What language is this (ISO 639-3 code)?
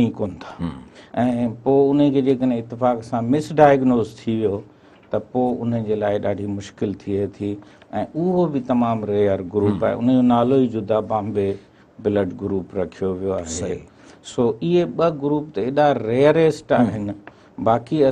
snd